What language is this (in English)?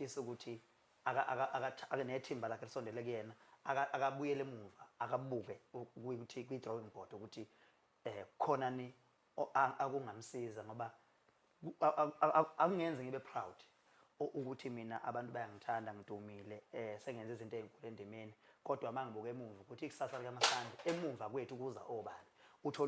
Zulu